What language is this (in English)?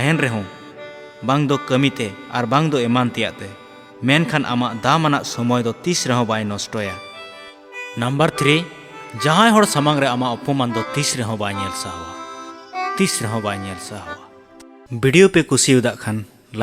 Santali